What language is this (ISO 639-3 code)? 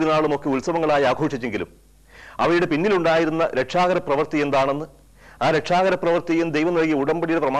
mal